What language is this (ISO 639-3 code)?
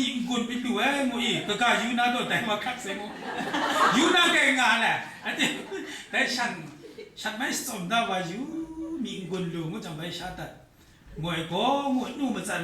kac